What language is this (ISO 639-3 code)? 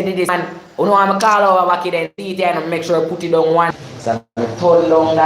jam